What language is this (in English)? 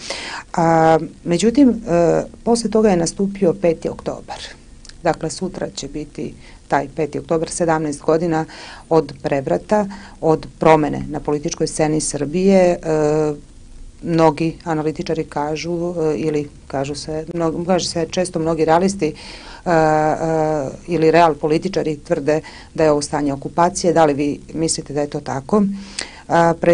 Serbian